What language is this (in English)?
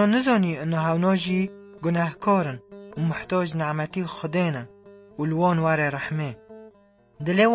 Kurdish